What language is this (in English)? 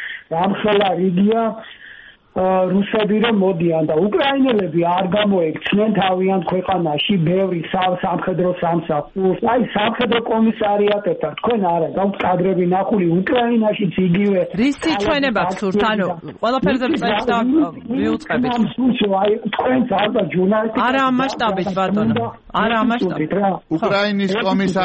Georgian